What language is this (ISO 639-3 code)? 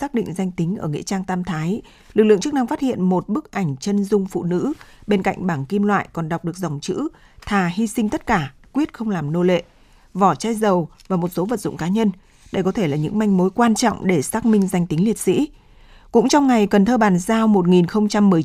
vie